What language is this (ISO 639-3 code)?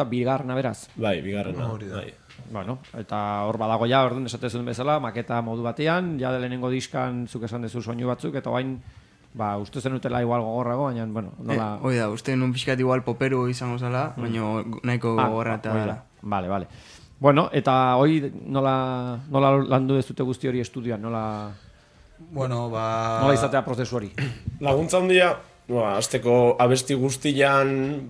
eus